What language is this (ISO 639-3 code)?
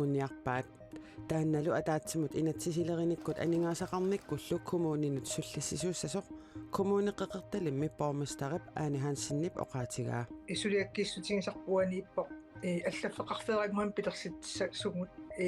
kal